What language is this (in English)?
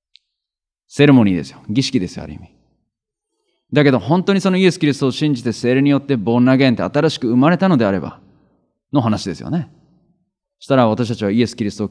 Japanese